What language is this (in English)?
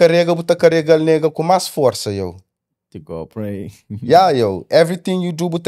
Kabuverdianu